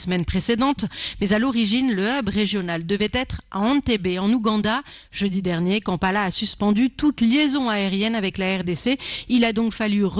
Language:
French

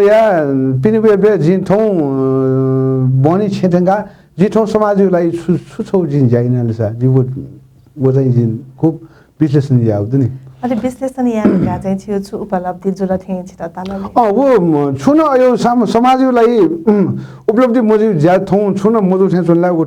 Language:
Newari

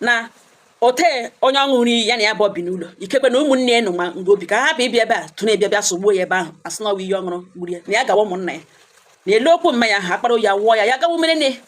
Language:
Igbo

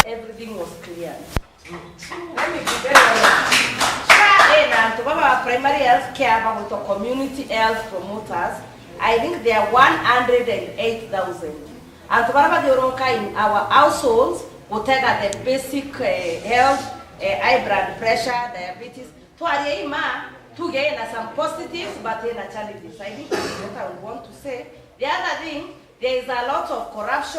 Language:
Meru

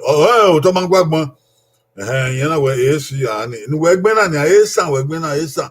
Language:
Bini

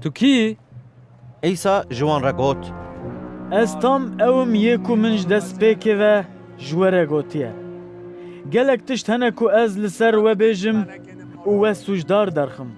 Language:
Kurdish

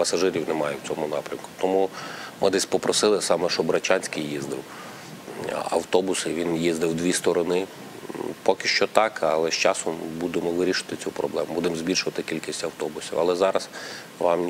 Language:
Ukrainian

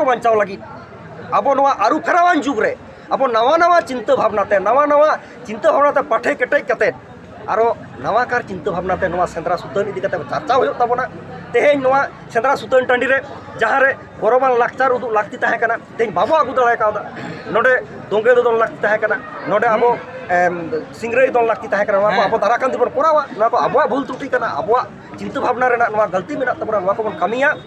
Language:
Santali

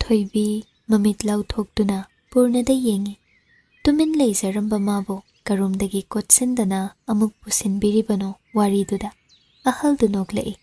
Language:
Manipuri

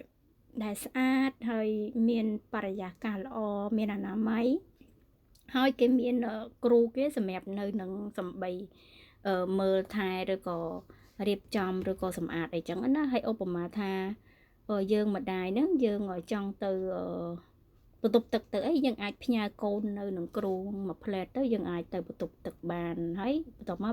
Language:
Khmer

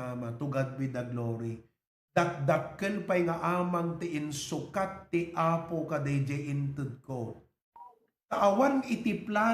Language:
Iloko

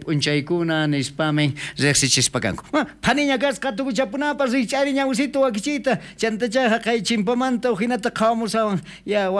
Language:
South Bolivian Quechua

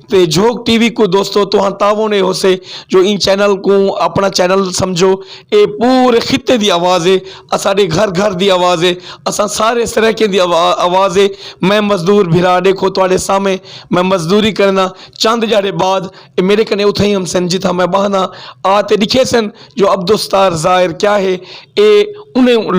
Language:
Saraiki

